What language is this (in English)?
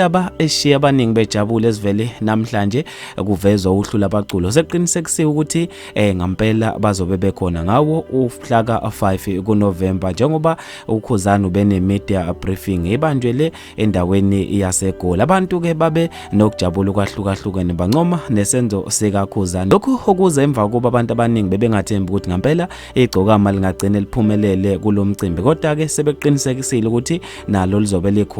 Zulu